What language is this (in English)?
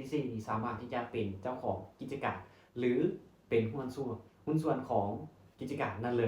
Lao